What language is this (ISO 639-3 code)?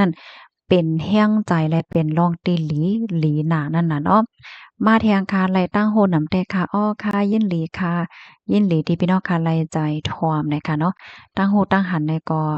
shn